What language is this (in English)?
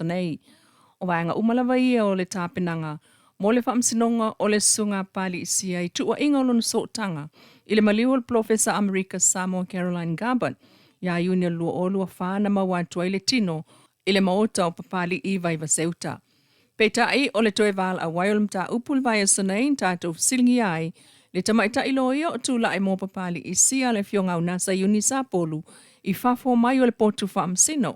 Samoan